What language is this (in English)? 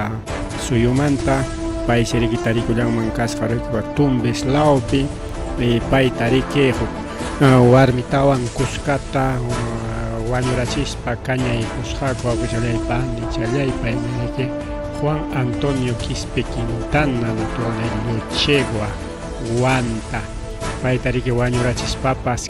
Ayacucho Quechua